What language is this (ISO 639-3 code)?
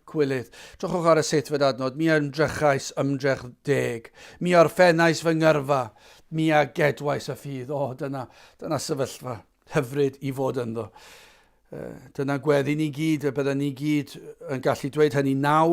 cym